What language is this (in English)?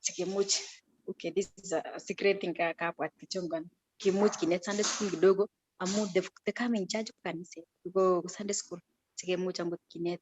Kalenjin